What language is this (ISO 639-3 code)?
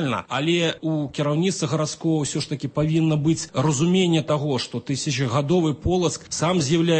bel